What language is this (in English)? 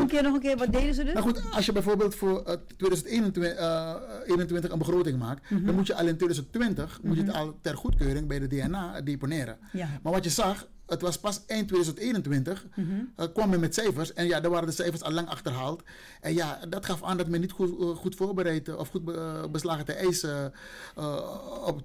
Dutch